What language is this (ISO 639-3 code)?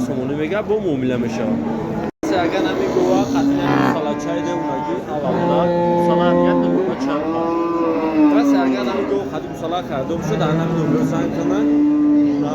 tgk